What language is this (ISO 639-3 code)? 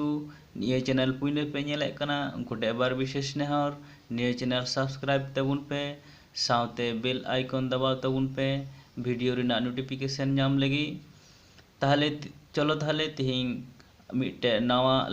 sat